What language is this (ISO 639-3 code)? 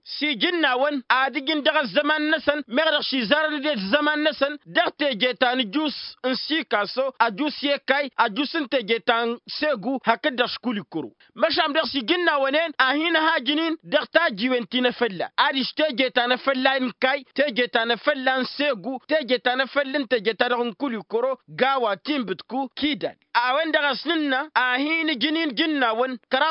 taq